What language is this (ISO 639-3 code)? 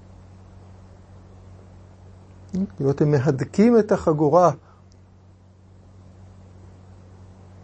heb